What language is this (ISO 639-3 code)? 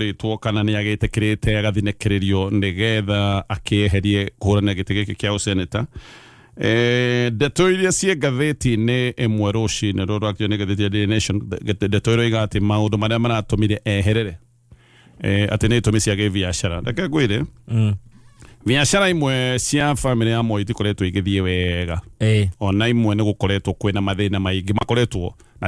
kik